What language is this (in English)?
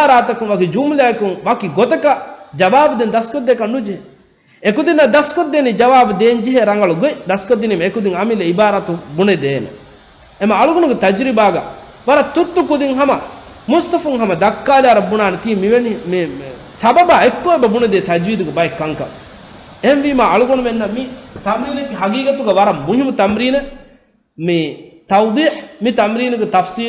Divehi